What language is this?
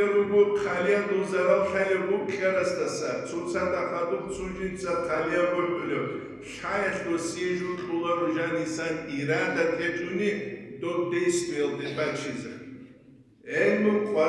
Avaric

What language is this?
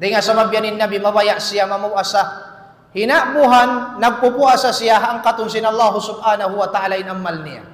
Tausug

